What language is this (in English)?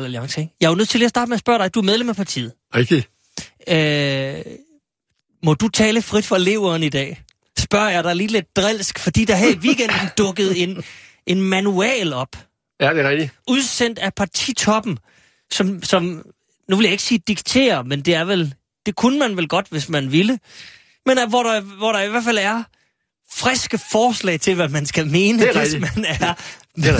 Danish